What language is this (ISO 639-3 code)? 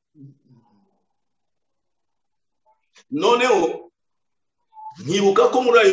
kin